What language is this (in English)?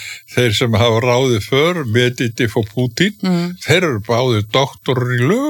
Icelandic